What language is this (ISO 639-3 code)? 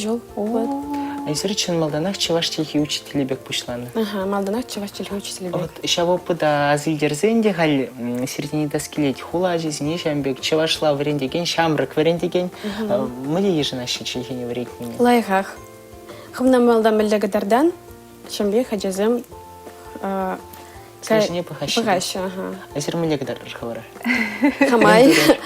chv